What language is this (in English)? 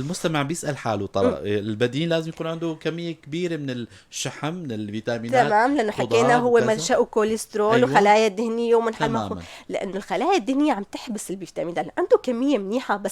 North Levantine Arabic